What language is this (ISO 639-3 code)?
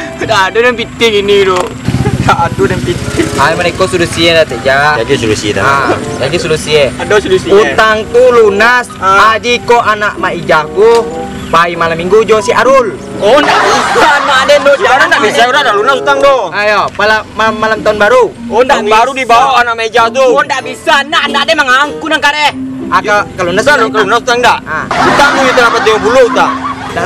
min